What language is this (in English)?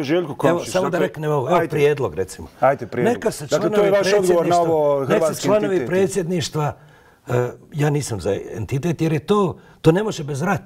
Bosnian